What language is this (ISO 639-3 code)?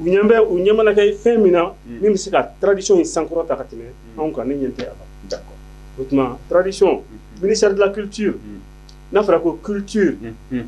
bam